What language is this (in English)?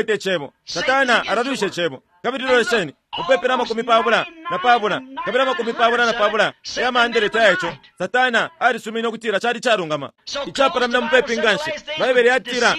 Bemba